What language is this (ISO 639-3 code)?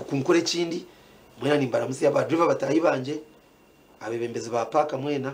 nyn